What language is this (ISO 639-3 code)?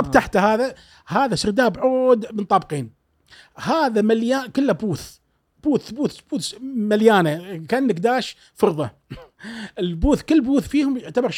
afb